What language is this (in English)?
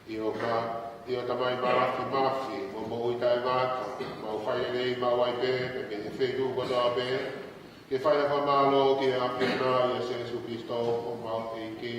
Tongan